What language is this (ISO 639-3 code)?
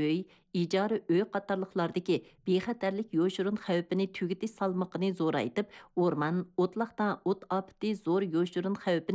uig